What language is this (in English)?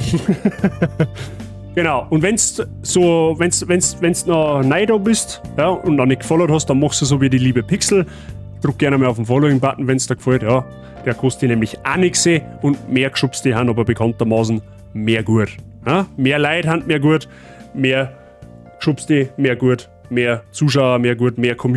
Bavarian